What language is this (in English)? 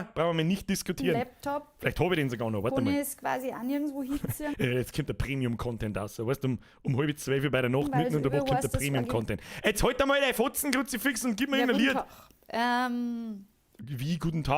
Bavarian